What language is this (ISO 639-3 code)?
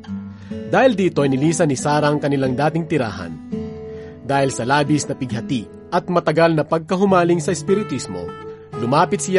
fil